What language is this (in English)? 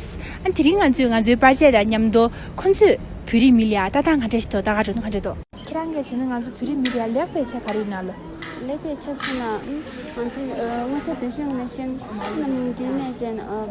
Tibetan